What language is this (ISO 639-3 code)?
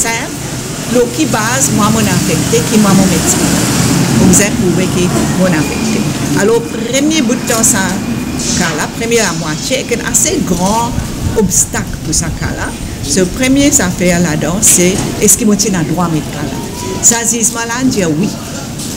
mfe